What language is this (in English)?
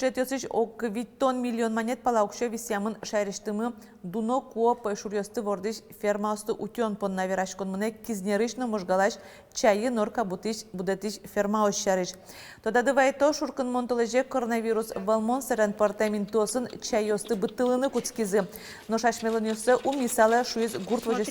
Udmurt